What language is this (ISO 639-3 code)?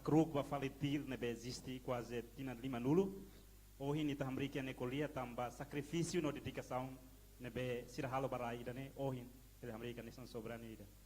tet